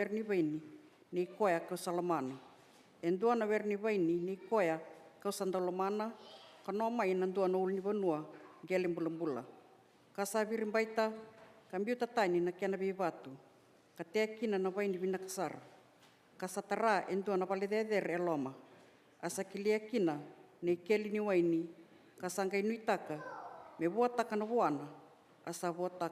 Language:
Fijian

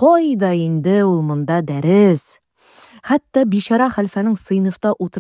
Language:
Tatar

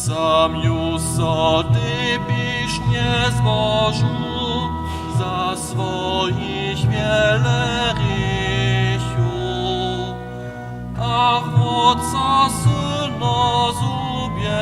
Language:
Upper Sorbian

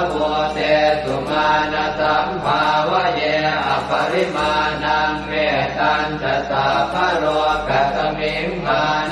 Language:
Pali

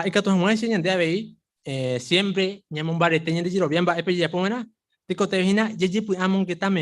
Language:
Guarani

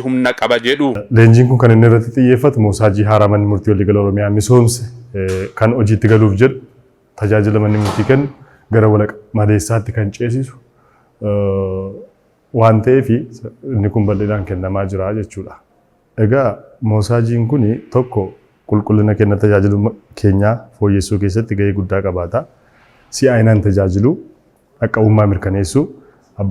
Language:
Oromo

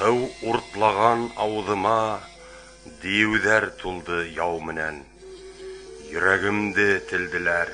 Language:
Bashkir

